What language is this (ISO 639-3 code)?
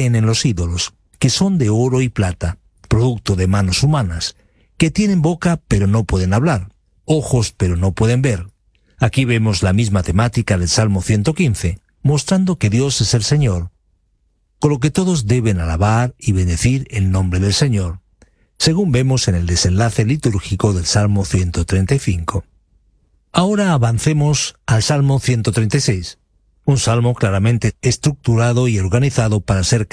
spa